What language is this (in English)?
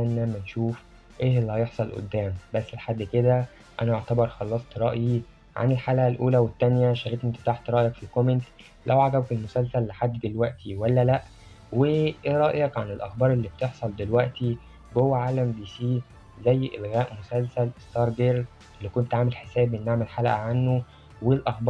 Egyptian Arabic